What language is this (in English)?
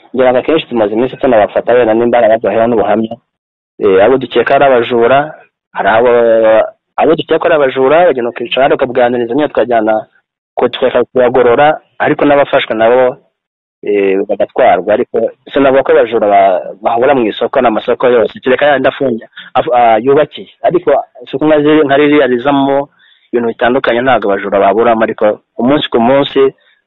Kinyarwanda